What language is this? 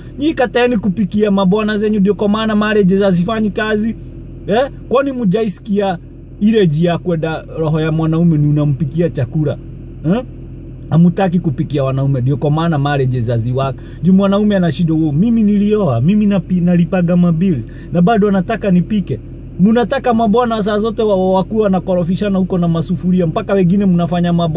Swahili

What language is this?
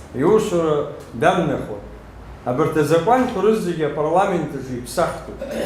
Abkhazian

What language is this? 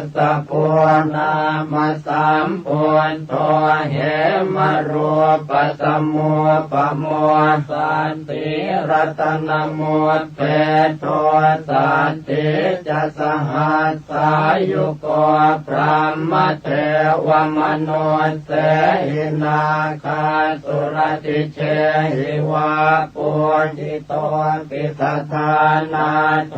Pali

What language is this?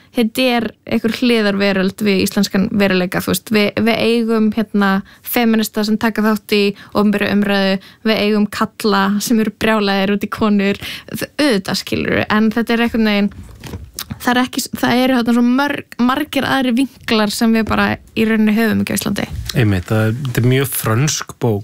Icelandic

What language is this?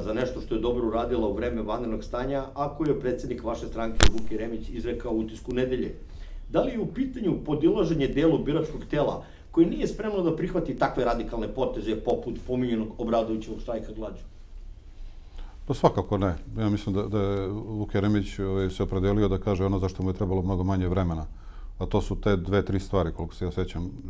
Serbian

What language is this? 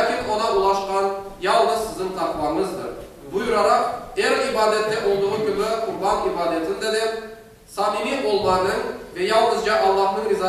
Crimean Tatar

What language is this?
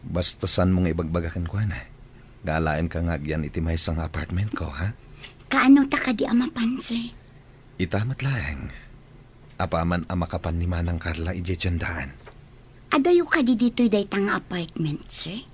Iloko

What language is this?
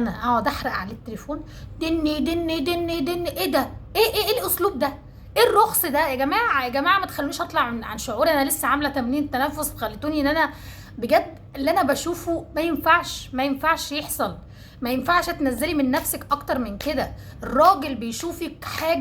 Egyptian Arabic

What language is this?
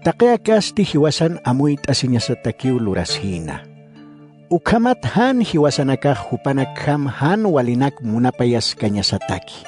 Aymara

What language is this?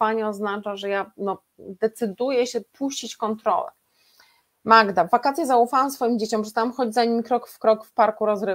Polish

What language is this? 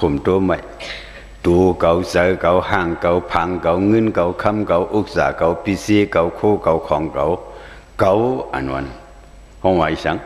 Shan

